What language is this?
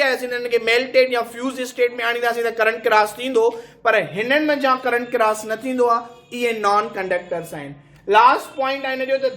Sindhi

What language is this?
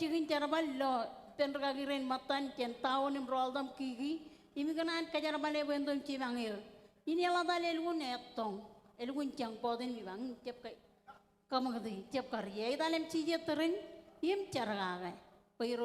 Marshallese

